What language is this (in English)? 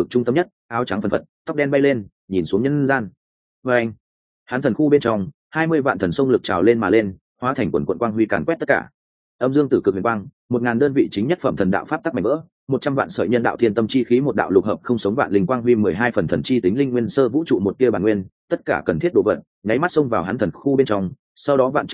Vietnamese